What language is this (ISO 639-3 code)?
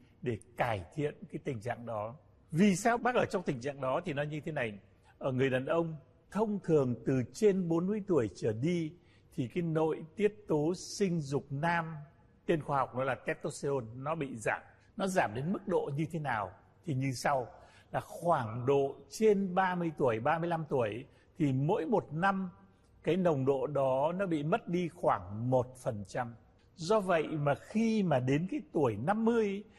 vie